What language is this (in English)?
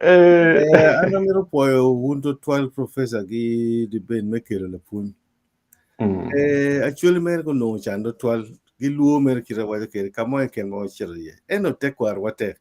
Acoli